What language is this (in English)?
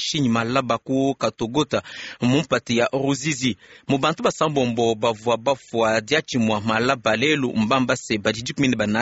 Luba-Lulua